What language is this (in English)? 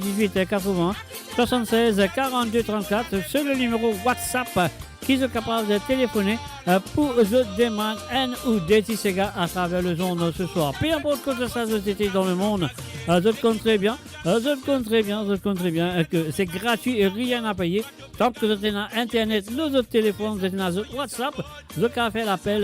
Morisyen